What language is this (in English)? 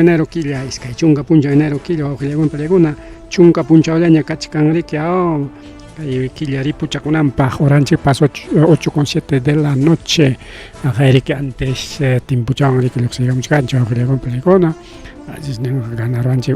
Ayacucho Quechua